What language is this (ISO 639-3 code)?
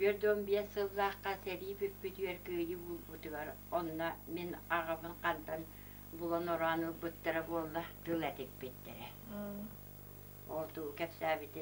sah